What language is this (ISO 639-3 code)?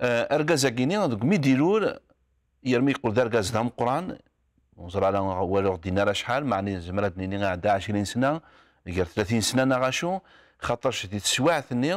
kab